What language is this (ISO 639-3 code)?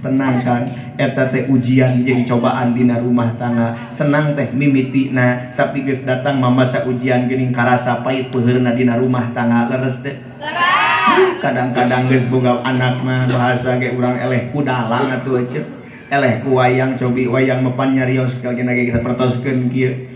sun